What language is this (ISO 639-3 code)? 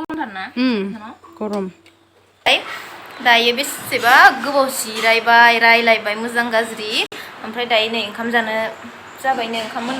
brx